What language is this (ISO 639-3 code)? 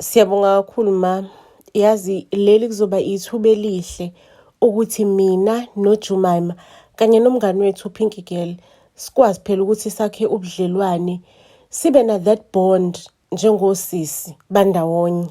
zul